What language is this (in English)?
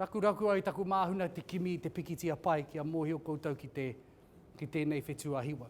Māori